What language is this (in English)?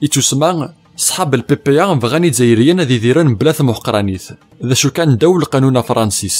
Kabyle